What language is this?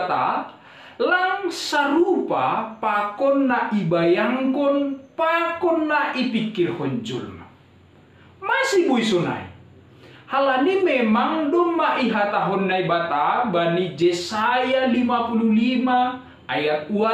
Batak Simalungun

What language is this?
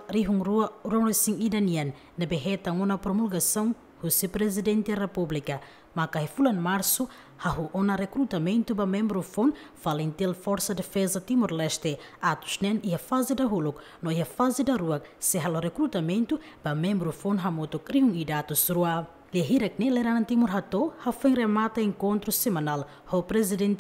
Tetum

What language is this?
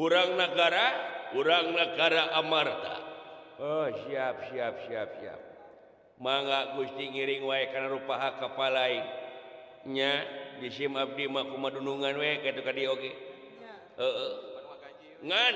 Sundanese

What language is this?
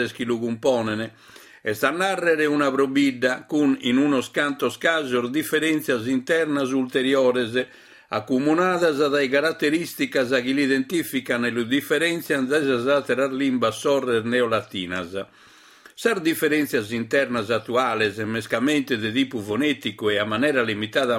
Sardinian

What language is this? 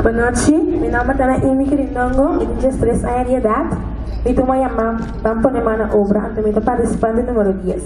Papiamento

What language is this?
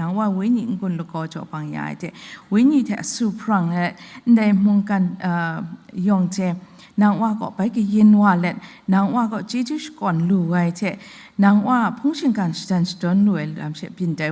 Kachin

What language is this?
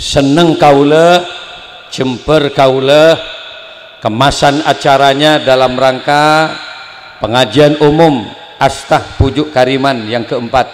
Madurese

